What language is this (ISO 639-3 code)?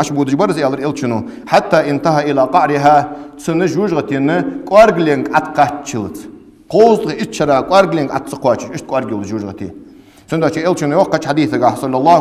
inh